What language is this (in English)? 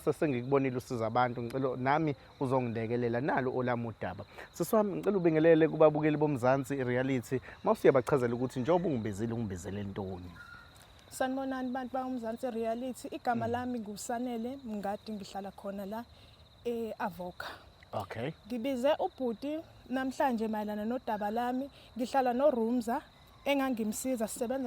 Zulu